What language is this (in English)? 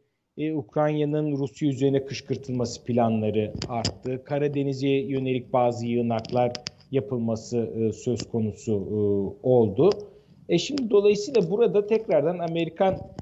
Turkish